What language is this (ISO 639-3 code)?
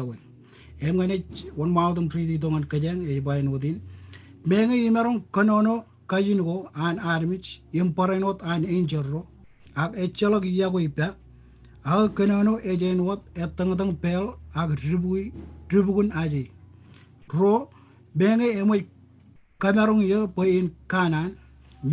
mah